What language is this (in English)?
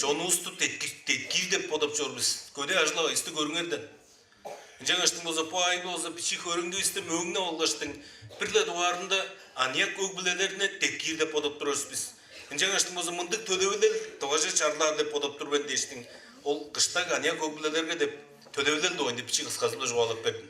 Tuvinian